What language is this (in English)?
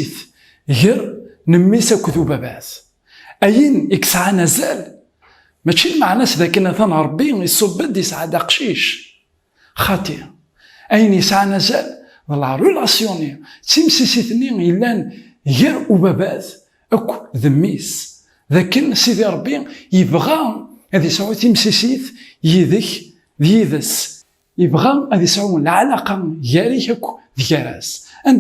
Kabyle